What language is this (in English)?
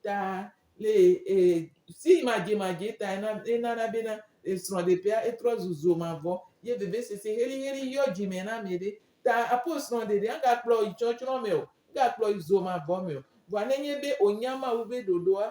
Gen